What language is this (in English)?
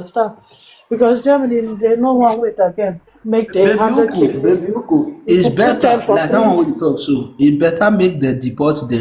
Nigerian Pidgin